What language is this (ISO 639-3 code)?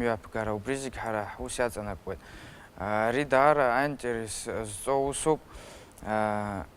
abk